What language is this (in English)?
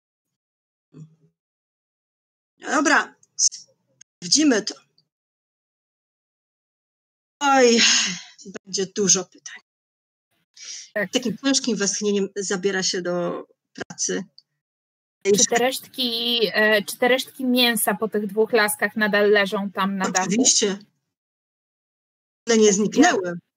Polish